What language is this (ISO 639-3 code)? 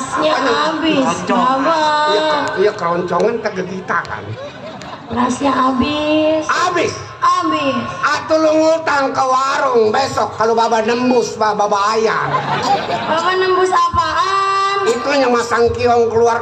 bew